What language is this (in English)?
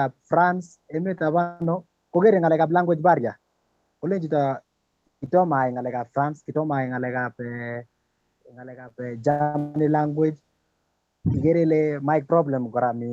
Kalenjin